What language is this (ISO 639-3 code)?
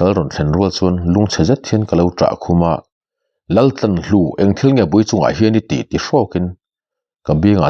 lus